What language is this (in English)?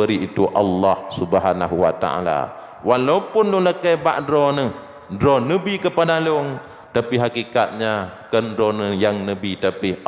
Achinese